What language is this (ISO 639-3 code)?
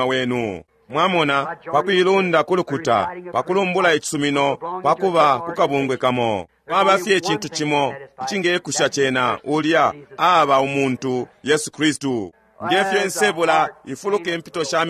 bem